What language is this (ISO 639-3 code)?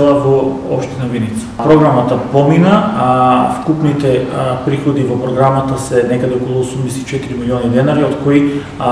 mkd